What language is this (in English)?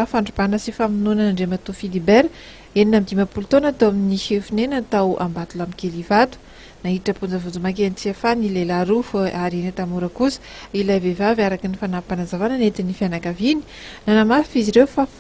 Malagasy